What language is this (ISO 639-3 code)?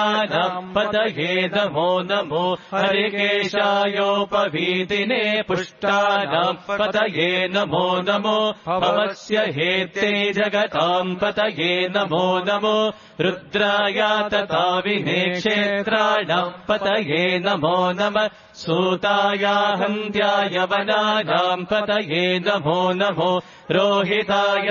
san